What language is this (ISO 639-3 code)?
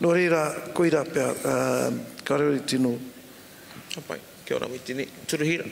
mri